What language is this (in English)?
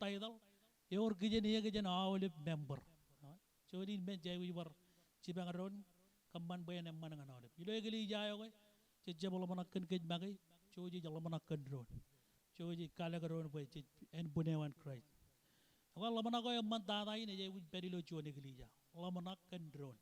Marshallese